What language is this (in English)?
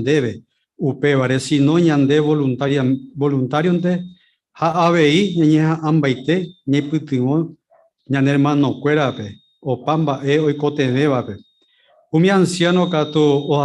Guarani